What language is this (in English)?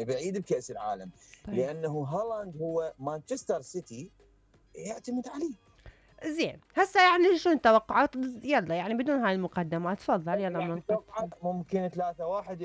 Mesopotamian Arabic